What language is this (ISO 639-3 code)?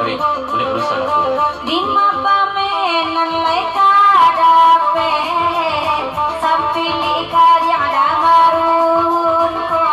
min